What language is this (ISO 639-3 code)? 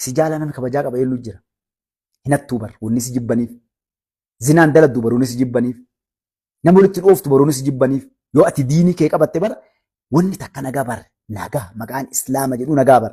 orm